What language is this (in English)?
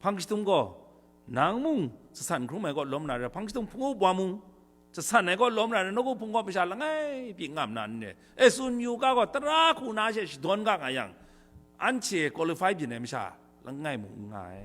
Kachin